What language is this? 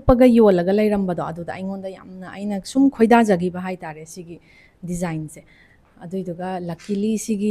Manipuri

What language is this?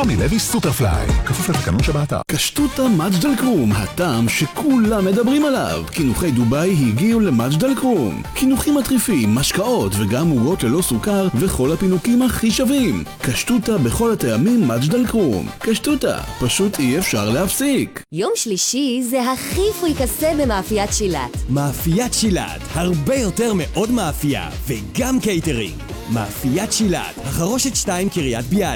Hebrew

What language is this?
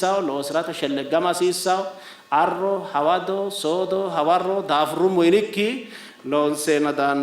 Sidamo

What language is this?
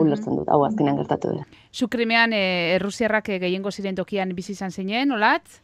Basque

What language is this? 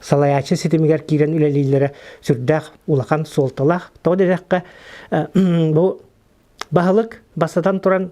Yakut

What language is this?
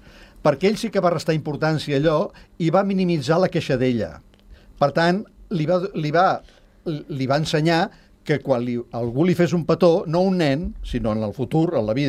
Catalan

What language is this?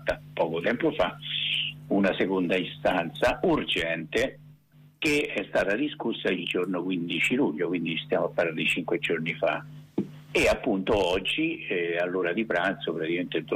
Italian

